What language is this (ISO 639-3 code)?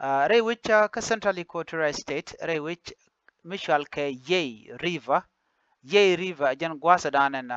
nus